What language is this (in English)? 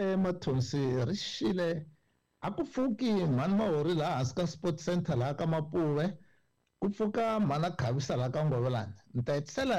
Tsonga